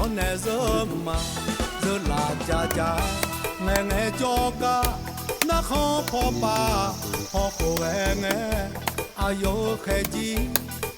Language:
Akha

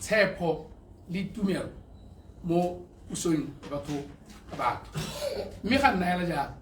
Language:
Tswana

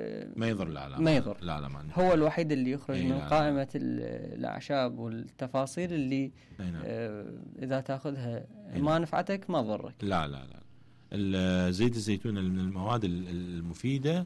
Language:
Mesopotamian Arabic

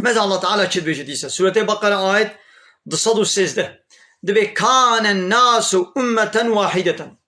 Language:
Kurdish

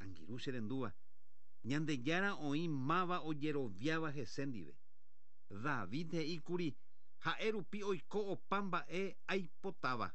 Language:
Guarani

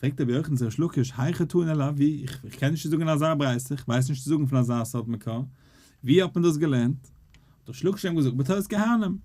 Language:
Yiddish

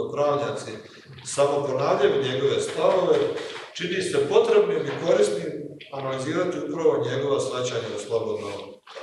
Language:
Croatian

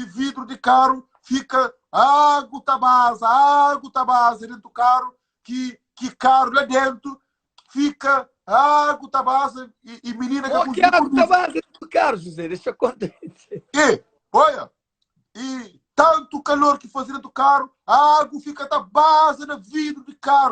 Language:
Kabuverdianu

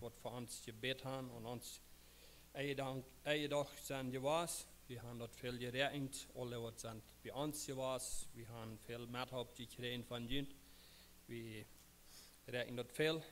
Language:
Plautdietsch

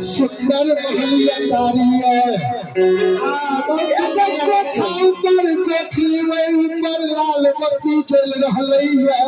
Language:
Maithili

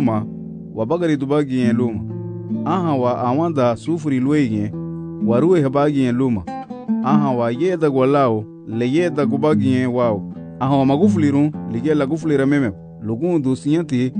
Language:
Garifuna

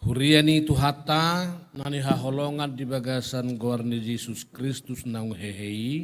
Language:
Batak Toba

